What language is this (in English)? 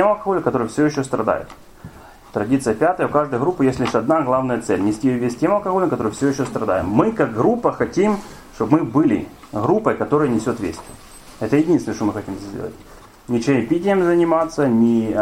Russian